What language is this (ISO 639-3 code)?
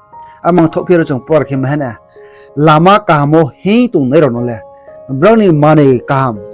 ria